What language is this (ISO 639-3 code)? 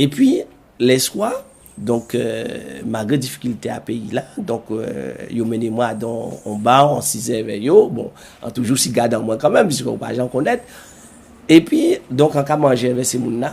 gcf